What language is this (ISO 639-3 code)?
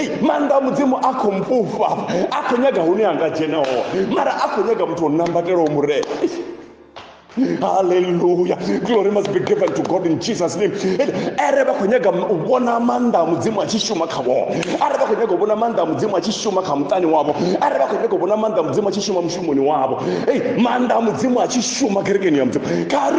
ven